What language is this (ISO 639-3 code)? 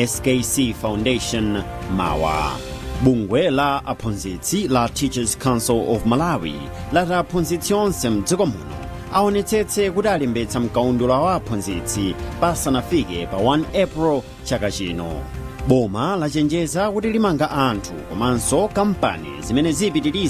nya